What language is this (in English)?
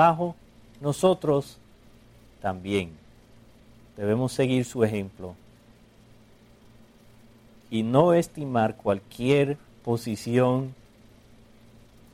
Spanish